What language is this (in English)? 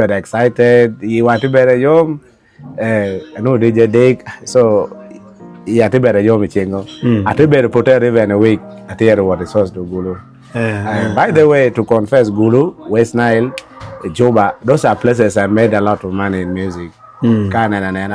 Acoli